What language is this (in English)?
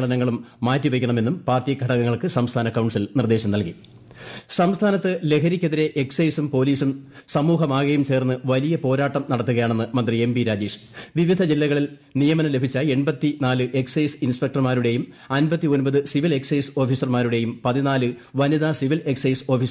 Malayalam